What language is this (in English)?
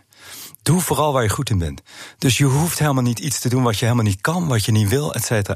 Dutch